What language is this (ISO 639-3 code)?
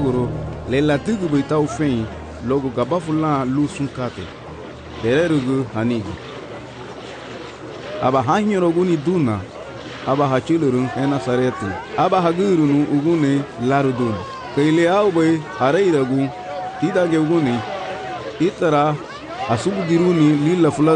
cab